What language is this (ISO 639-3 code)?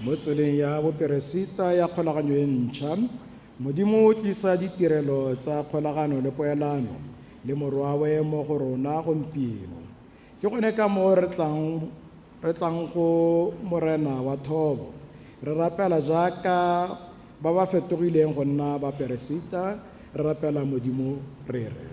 tsn